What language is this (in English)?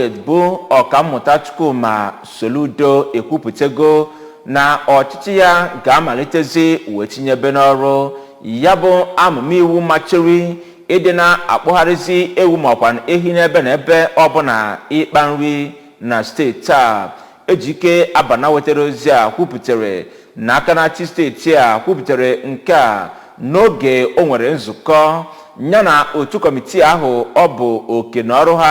Igbo